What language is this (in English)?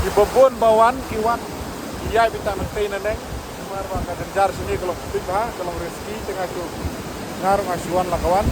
Khasi